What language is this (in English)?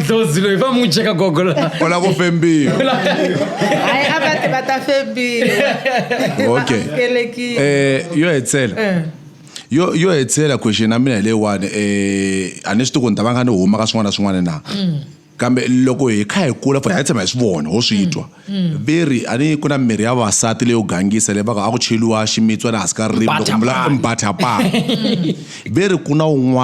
Tsonga